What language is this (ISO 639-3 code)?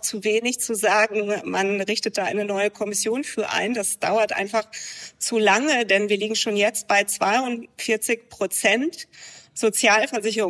deu